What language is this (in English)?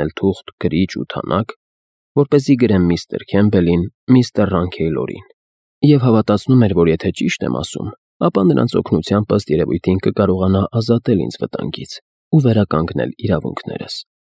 Armenian